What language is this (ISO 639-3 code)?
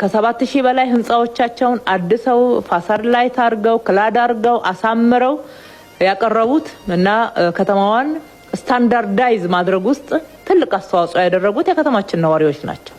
amh